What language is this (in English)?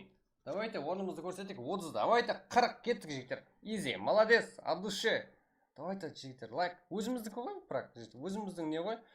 Kara-Kalpak